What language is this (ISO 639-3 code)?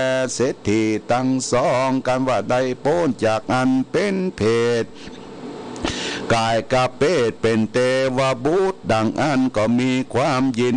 tha